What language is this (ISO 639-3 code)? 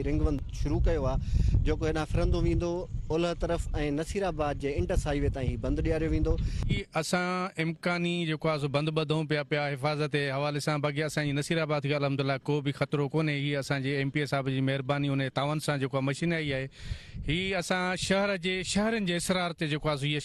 snd